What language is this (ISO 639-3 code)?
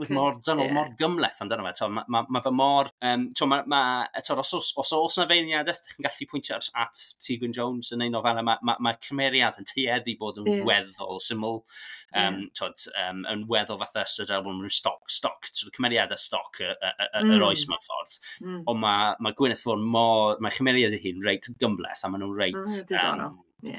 cym